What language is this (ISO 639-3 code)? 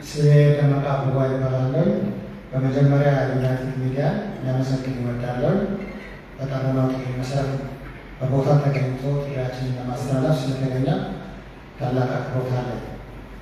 amh